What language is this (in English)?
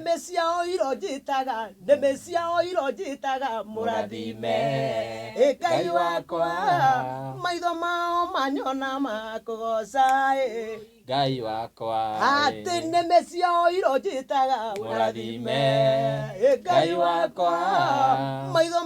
Kikuyu